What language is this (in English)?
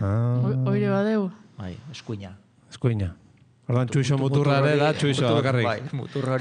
Basque